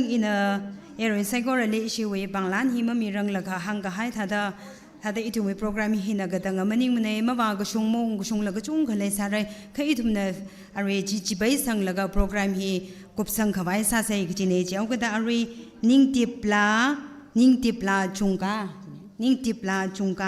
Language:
Tangkhul Naga (India)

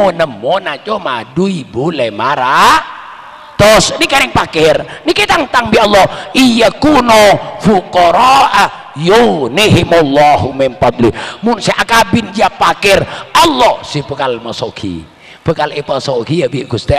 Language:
Madurese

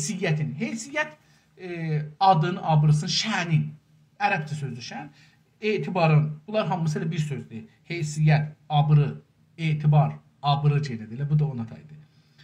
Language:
South Azerbaijani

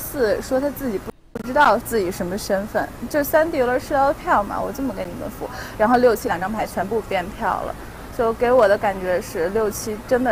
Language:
Chinese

